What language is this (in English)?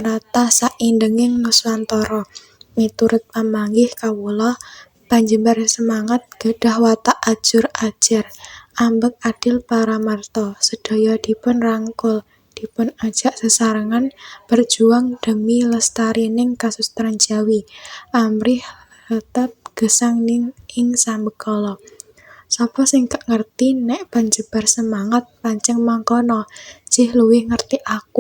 Javanese